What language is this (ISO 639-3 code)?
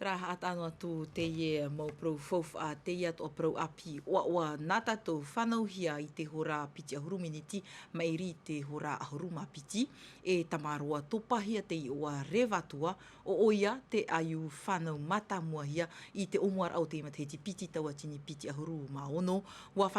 tah